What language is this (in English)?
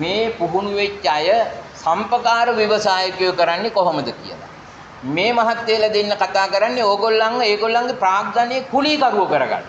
Sinhala